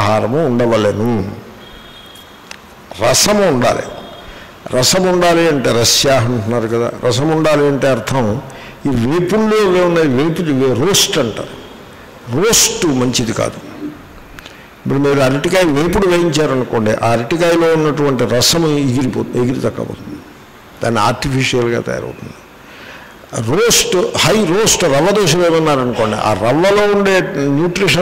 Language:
Telugu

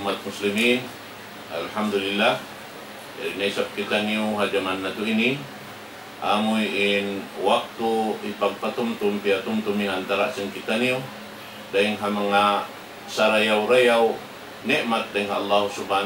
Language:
Tausug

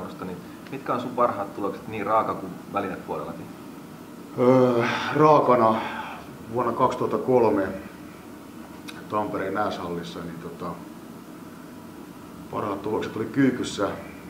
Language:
Finnish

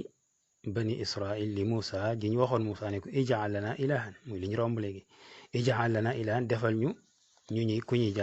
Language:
Wolof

